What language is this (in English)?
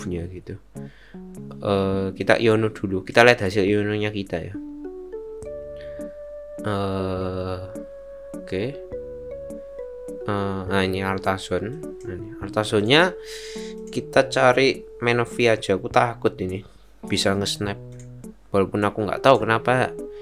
Indonesian